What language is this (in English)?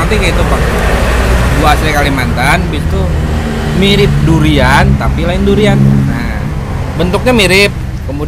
Banjar